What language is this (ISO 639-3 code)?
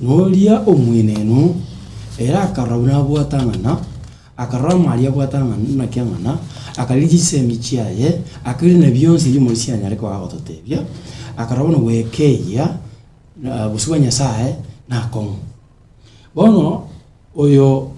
guz